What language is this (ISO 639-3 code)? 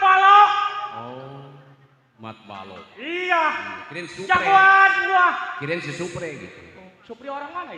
bew